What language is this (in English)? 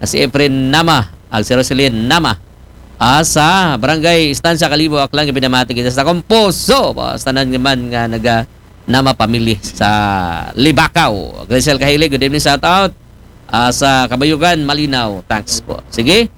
Aklanon